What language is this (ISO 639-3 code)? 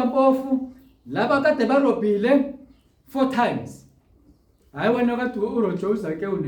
zul